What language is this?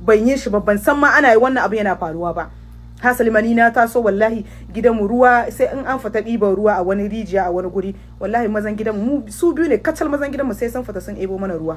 Hausa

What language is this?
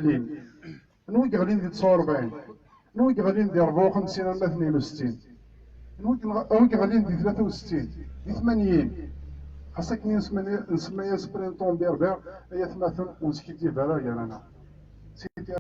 Kabyle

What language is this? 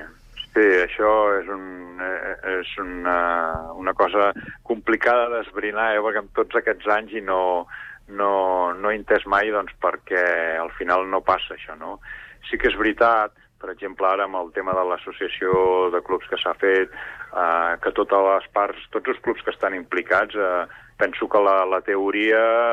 Catalan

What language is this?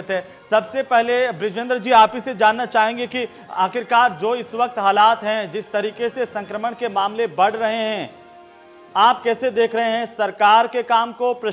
Hindi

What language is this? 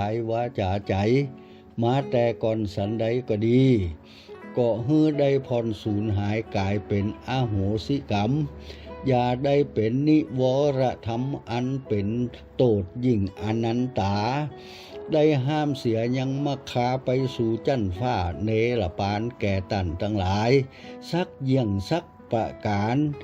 Lao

